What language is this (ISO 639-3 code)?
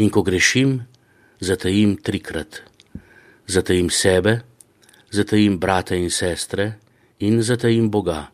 slv